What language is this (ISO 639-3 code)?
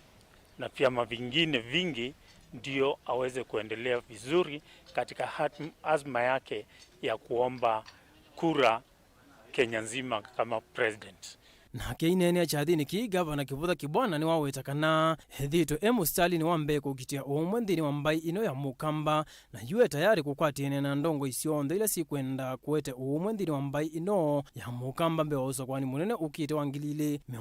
kam